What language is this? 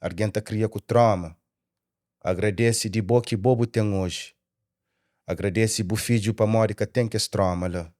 Kabuverdianu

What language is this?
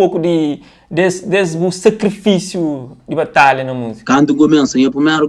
Kabuverdianu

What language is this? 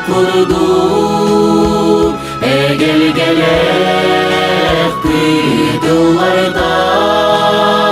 Yakut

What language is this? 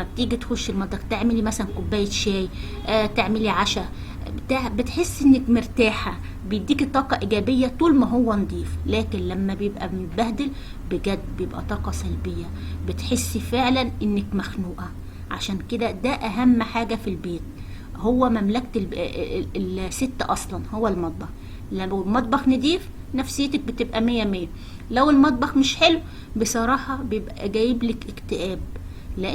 Egyptian Arabic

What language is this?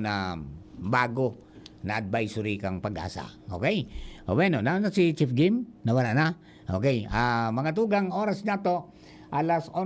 Bikol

